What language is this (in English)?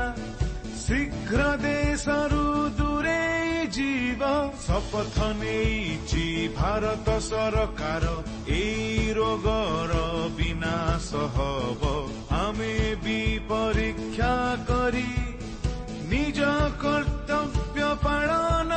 Odia